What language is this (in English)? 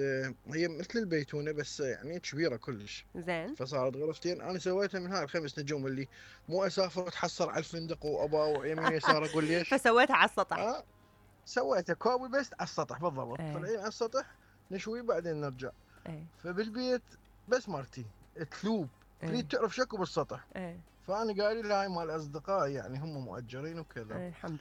Mesopotamian Arabic